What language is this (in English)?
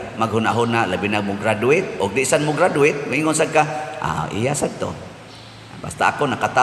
Cebuano